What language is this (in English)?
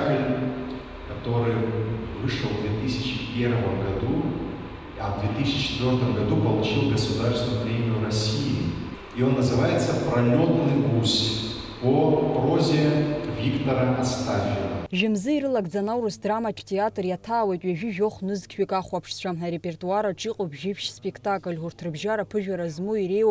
Abkhazian